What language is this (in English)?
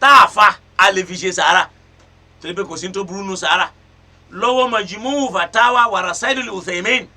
Yoruba